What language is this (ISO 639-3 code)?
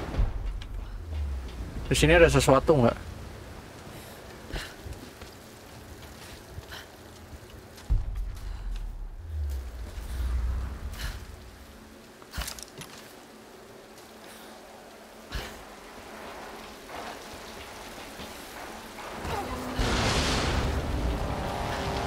ind